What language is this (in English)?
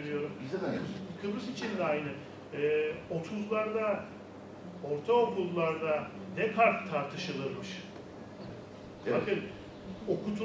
Turkish